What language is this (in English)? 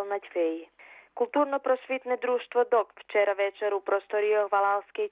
Rusyn